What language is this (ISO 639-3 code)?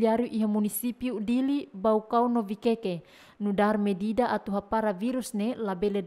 tet